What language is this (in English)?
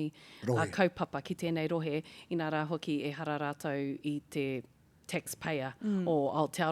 Māori